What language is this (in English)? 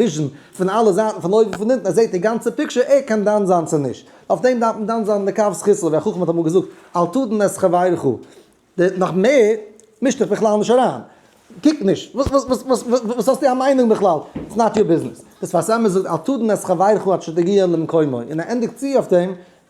Yiddish